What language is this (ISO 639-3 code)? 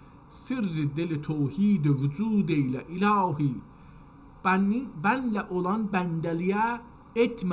azb